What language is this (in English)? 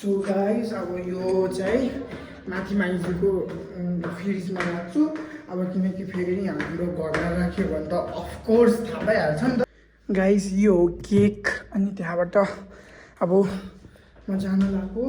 Nepali